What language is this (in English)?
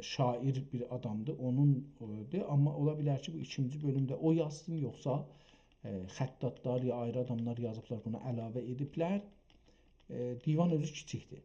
South Azerbaijani